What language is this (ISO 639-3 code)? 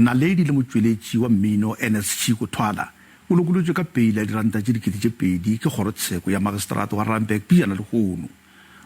nso